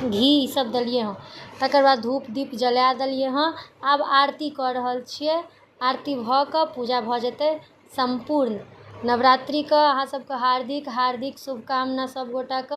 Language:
Maithili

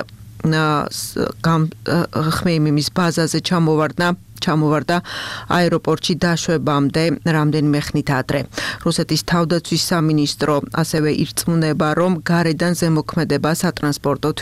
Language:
Georgian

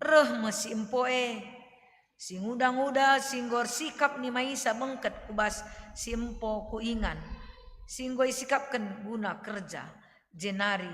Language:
Batak Karo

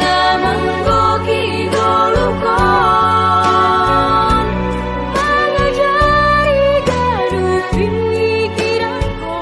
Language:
Batak Simalungun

